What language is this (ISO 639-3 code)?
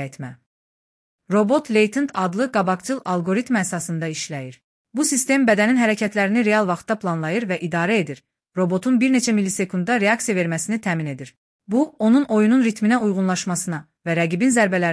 aze